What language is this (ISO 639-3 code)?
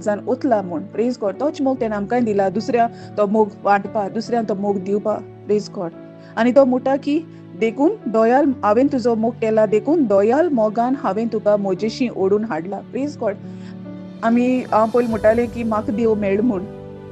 kok